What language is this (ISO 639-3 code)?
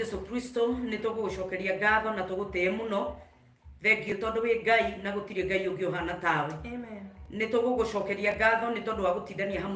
kik